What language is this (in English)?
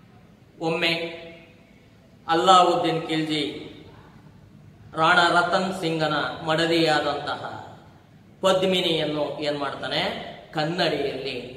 Kannada